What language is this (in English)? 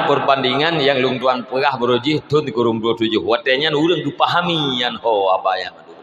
Achinese